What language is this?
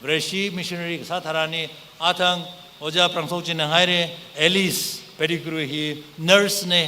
Tangkhul Naga (India)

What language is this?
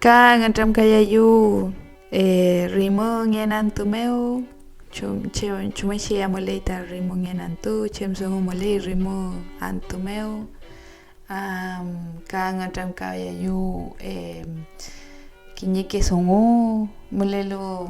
Mapuche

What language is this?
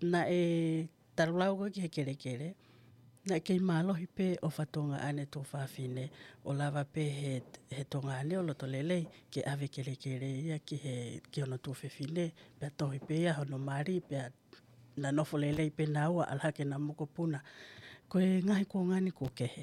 Tongan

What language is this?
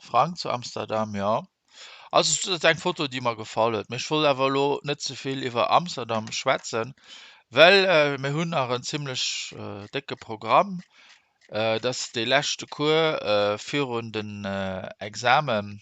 Luxembourgish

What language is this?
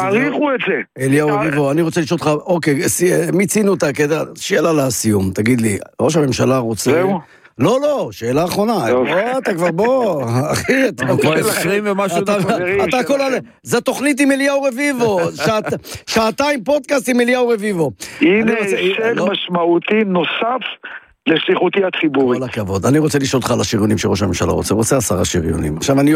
Hebrew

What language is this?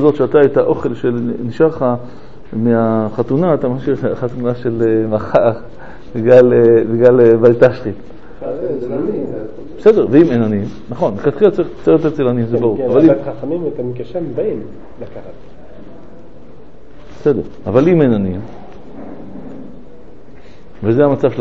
Hebrew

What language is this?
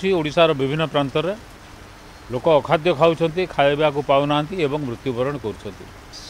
Odia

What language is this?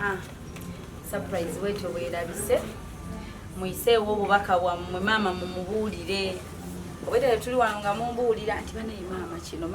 Ganda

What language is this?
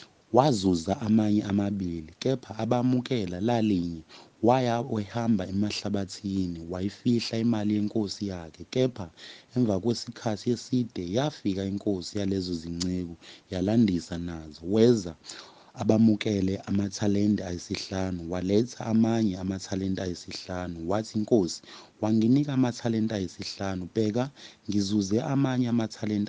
Zulu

